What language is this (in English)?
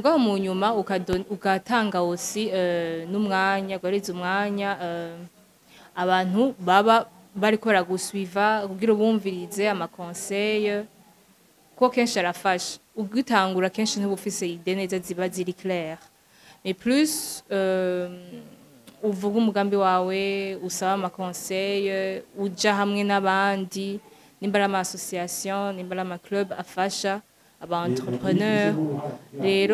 Rundi